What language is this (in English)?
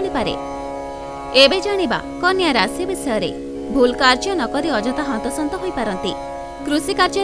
Odia